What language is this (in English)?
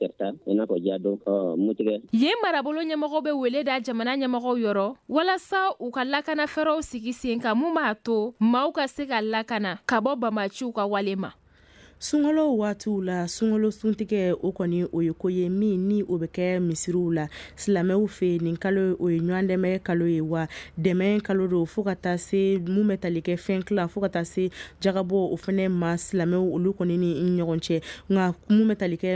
Bambara